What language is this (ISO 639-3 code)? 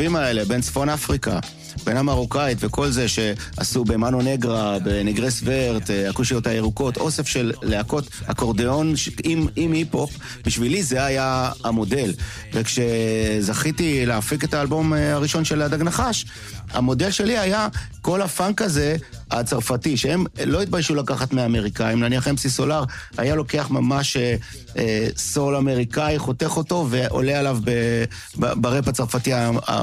heb